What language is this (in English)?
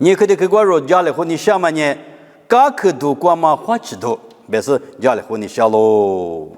Lisu